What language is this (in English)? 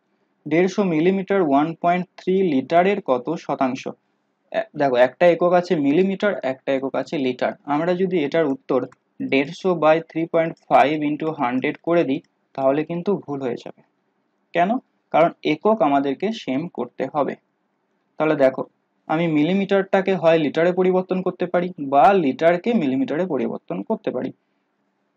Bangla